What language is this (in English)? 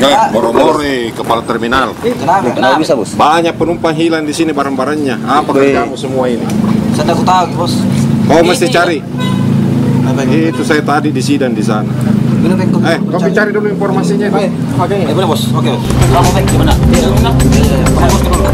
Makassar Malay